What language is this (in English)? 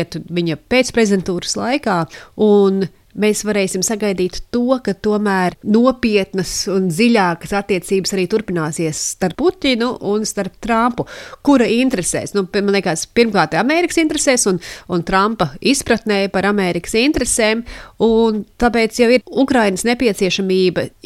Latvian